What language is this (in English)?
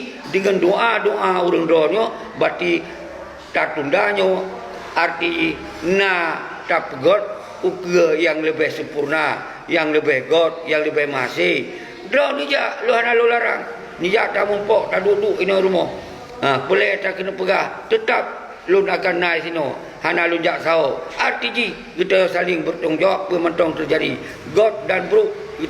Achinese